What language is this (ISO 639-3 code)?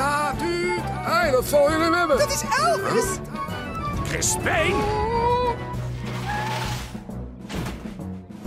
nld